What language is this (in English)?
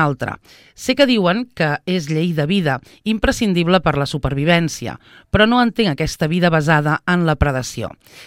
Catalan